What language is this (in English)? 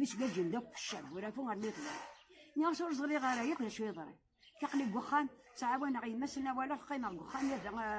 Kabyle